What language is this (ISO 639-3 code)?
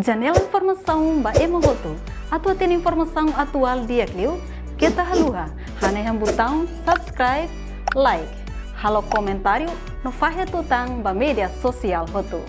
tet